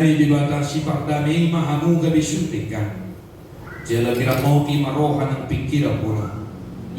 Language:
Batak Toba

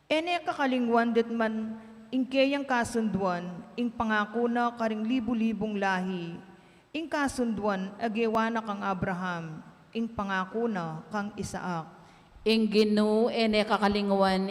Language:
Pampanga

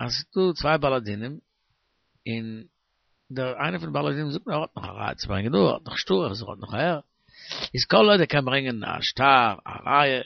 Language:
Yiddish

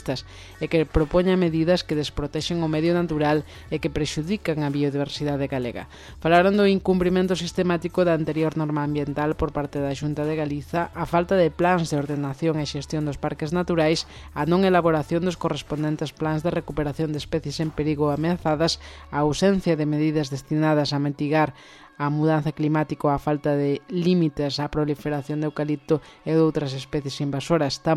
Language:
Galician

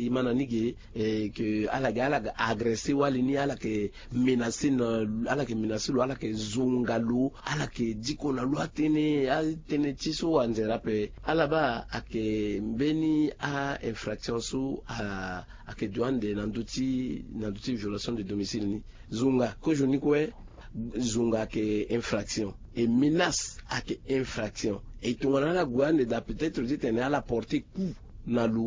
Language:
Sango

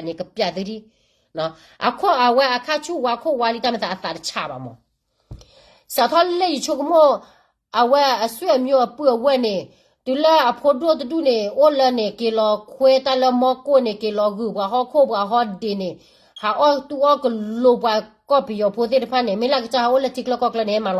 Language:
S'gaw Karen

